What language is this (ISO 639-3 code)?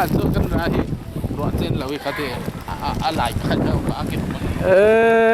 cfm